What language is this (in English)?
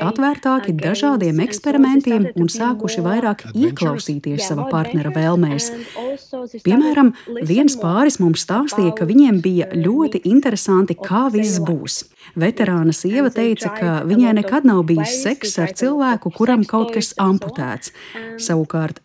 Latvian